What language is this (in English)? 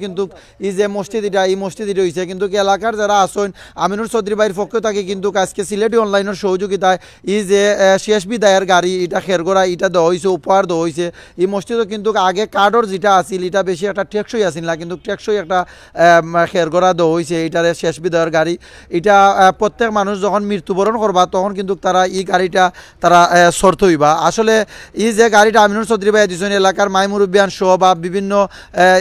Sylheti